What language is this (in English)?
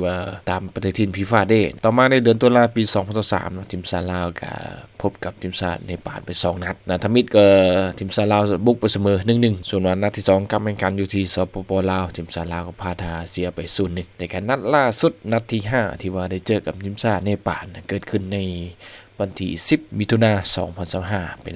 Lao